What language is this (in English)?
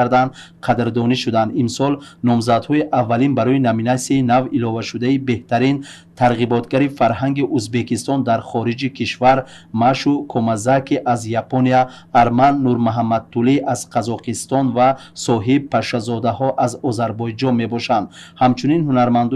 Tajik